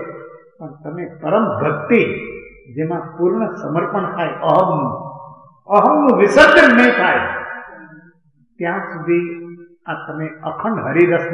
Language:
Gujarati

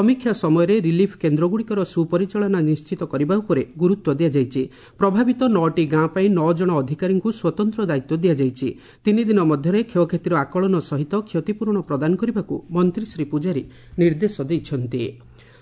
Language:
Odia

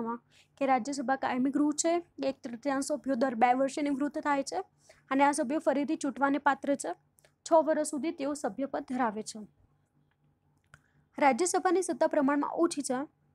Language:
Gujarati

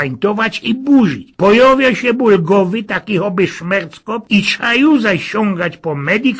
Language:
Silesian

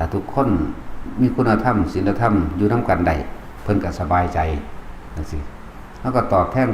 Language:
Northeastern Thai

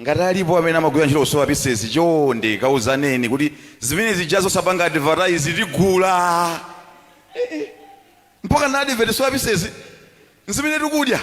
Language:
Nyanja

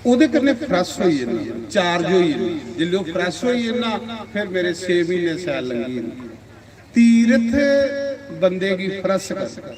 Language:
Dogri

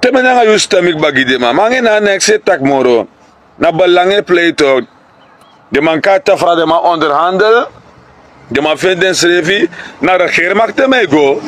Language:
Sranan Tongo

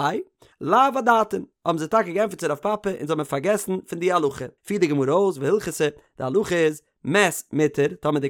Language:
Yiddish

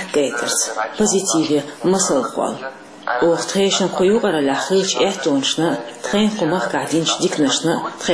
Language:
Chechen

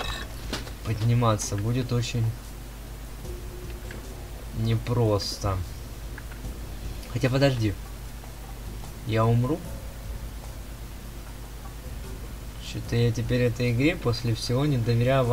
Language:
Russian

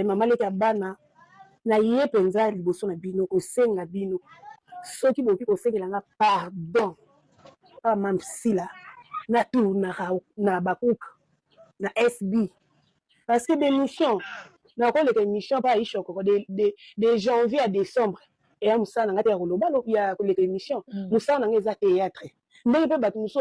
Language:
Lingala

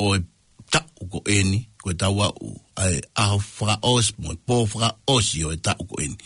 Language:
Tongan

